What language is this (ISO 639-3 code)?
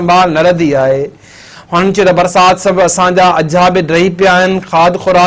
snd